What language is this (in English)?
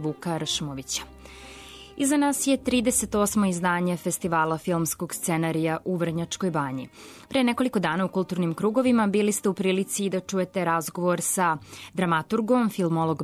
Serbian